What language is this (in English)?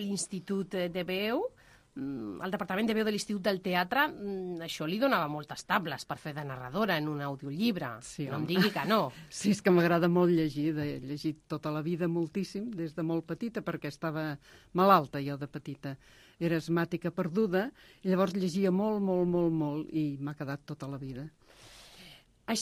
Catalan